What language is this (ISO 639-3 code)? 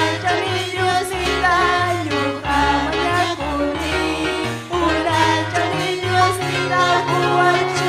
quy